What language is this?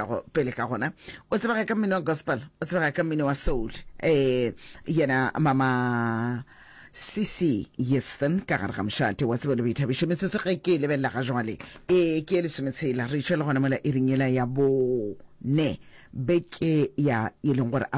Northern Sotho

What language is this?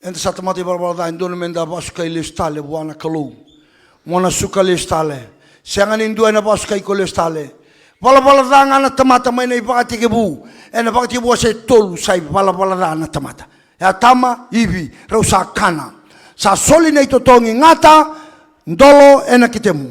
Fijian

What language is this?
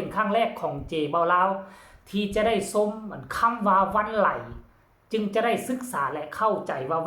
Northeastern Thai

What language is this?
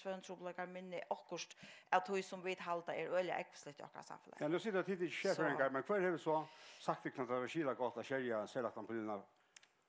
Faroese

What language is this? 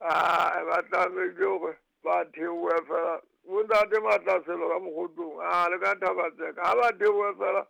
Southern Sotho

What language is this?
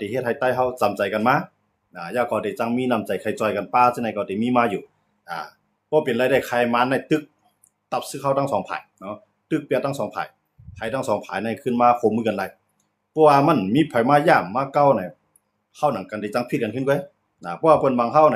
Shan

